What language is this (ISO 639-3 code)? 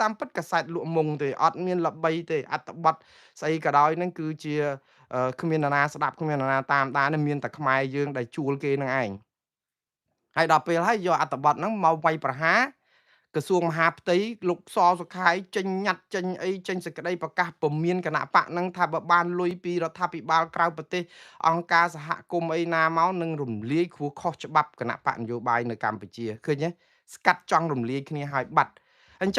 khm